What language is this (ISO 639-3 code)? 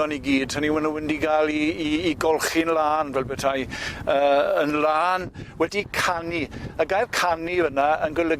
cym